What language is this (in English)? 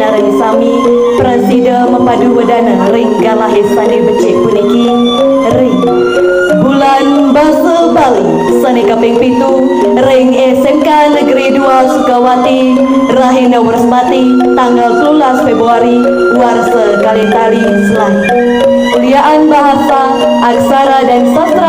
Balinese